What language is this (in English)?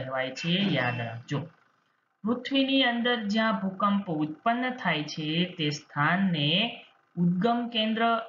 Gujarati